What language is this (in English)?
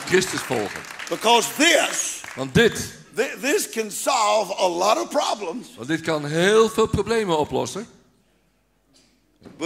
Dutch